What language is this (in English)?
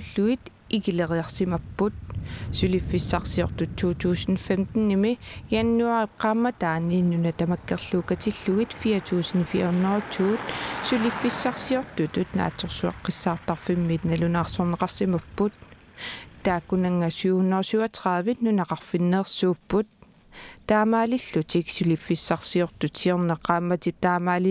Kalaallisut